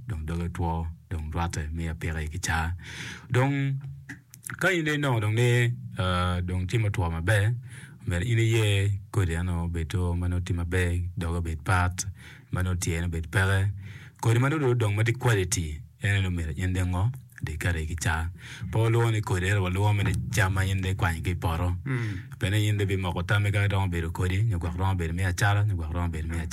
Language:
Acoli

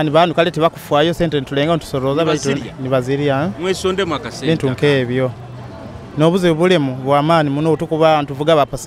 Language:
Nyoro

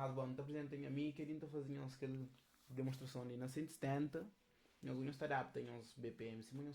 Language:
Kabuverdianu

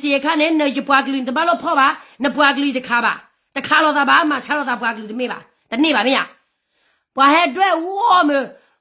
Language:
S'gaw Karen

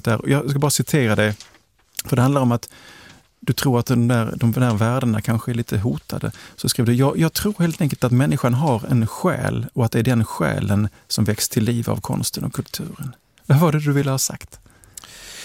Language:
Swedish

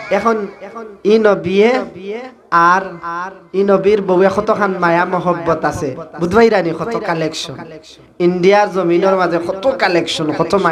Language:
Sylheti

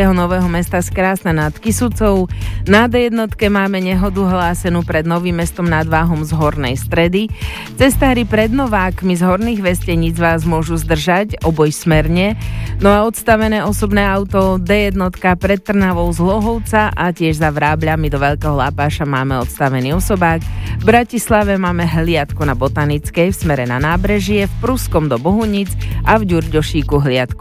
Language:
Slovak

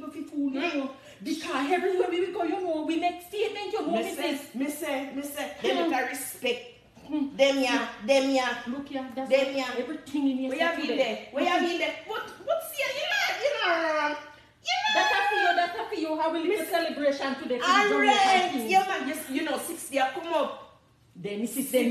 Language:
Jamaican Creole English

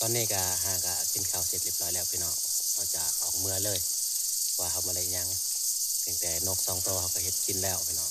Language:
Northeastern Thai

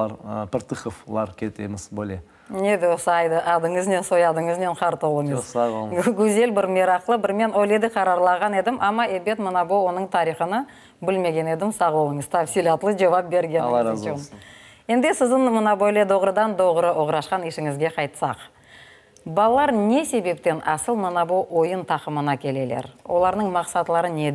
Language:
Crimean Tatar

